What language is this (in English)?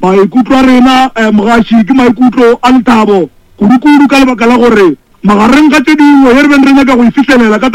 Northern Sotho